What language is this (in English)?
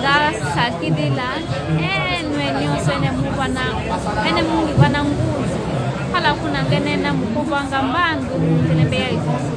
Kimbundu